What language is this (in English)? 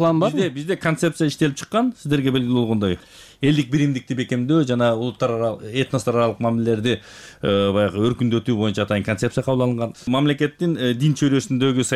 Kyrgyz